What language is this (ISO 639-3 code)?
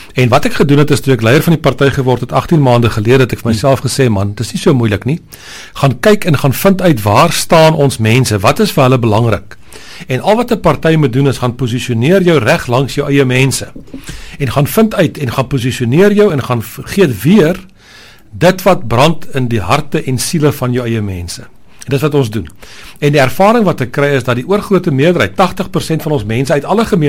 afr